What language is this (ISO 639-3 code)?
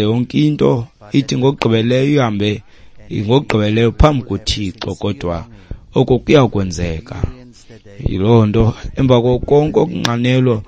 xho